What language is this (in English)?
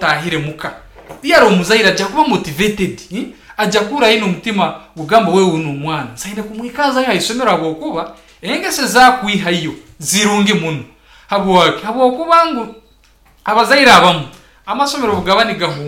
Nyankole